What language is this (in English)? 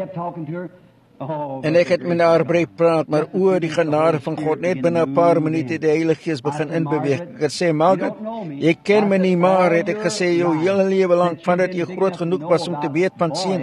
Afrikaans